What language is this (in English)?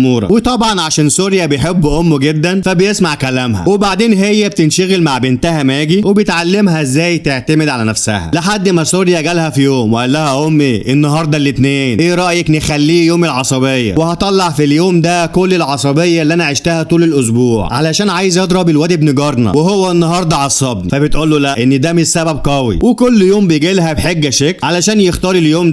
Egyptian Arabic